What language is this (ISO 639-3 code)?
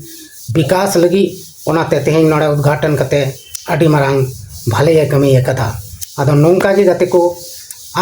sat